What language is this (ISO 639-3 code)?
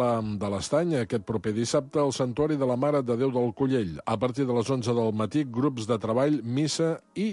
cat